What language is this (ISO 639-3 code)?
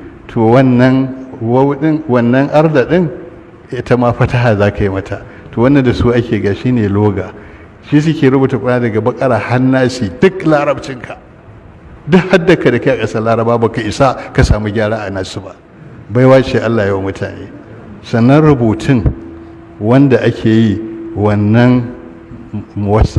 hau